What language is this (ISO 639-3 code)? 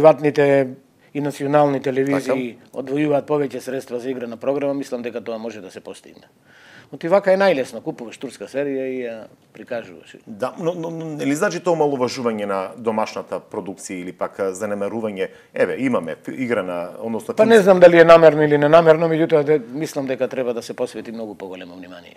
mkd